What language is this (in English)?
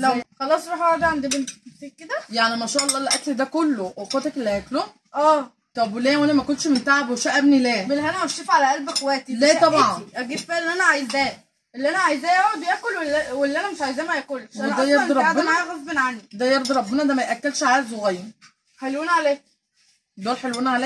Egyptian Arabic